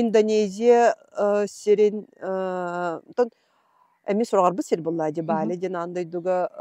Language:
Yakut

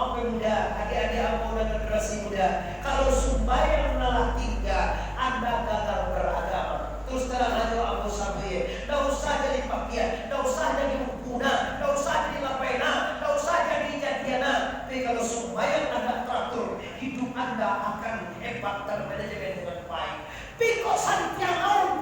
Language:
Minangkabau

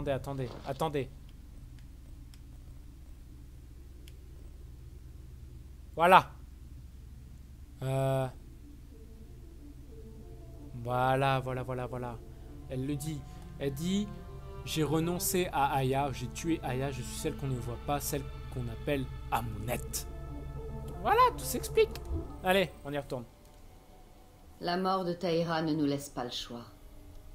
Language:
French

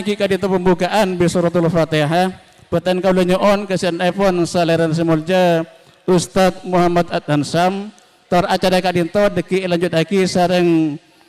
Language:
Madurese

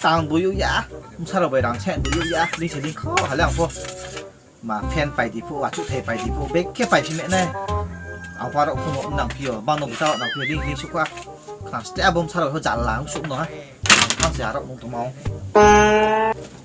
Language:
Riang (India)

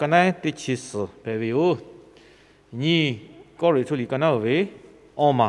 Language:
Lahu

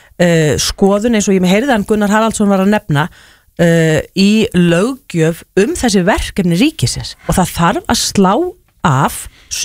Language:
Icelandic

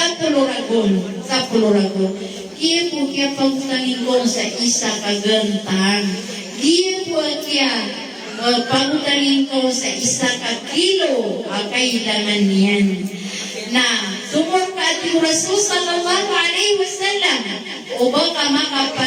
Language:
Maranao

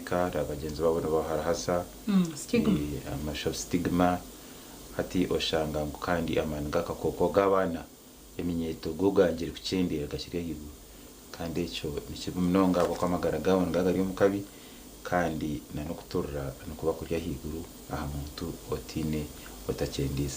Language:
Nyankole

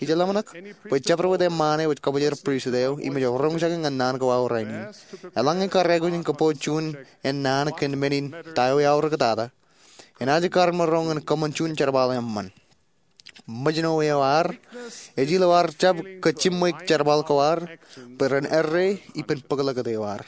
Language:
Marshallese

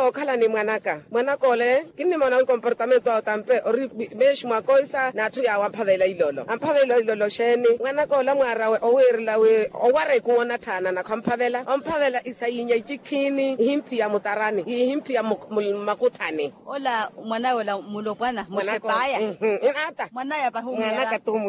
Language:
Makhuwa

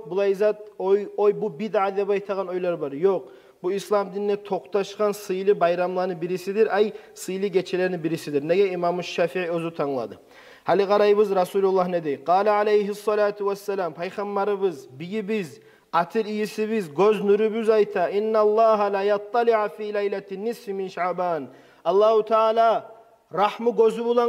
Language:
Kumyk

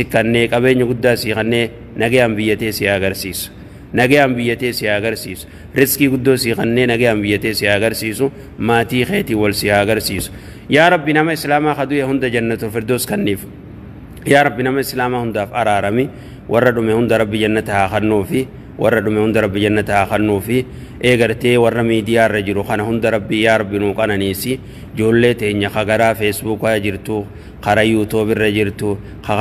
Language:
Oromo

